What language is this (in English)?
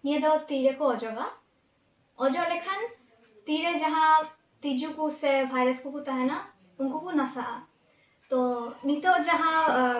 Santali